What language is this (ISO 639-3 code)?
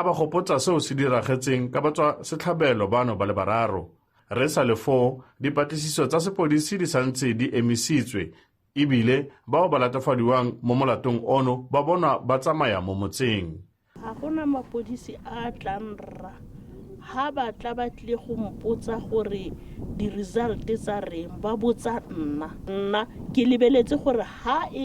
tsn